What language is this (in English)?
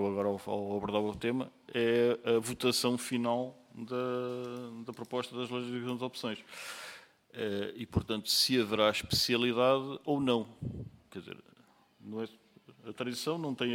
Portuguese